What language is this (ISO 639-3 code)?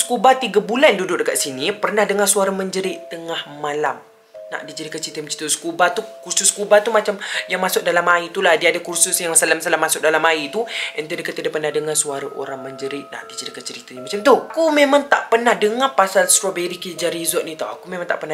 msa